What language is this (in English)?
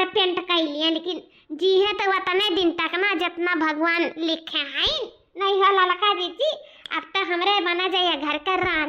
Awadhi